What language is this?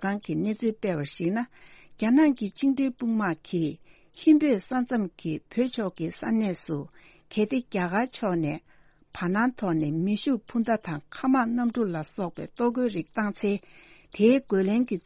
Tibetan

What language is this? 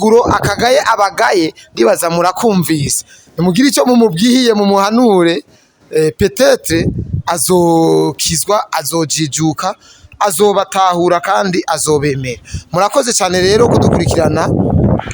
Rundi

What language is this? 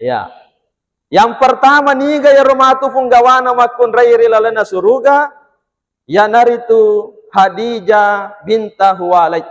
Buginese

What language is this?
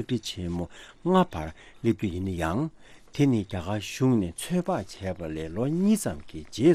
Tibetan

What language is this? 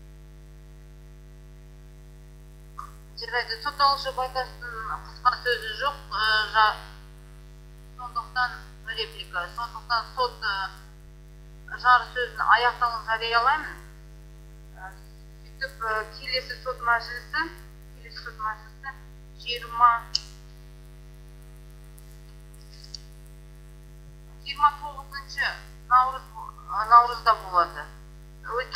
Kazakh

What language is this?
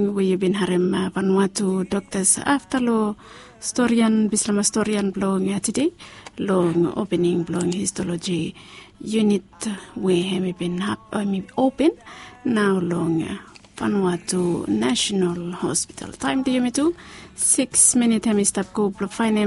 Bislama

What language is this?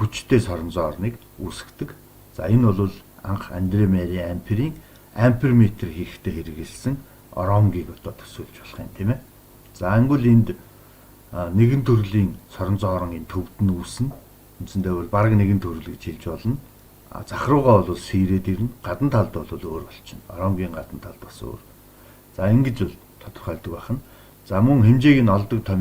Mongolian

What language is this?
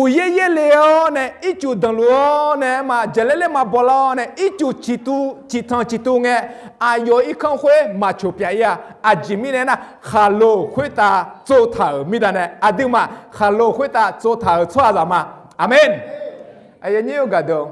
Akha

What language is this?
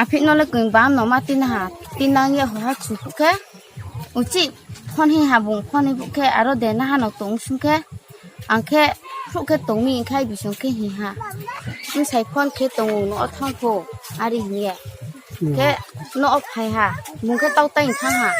Riang (India)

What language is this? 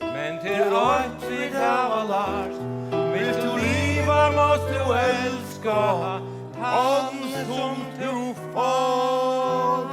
Faroese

